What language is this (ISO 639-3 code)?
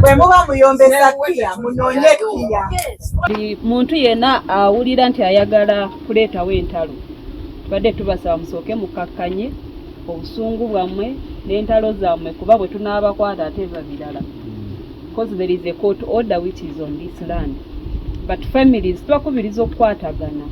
lug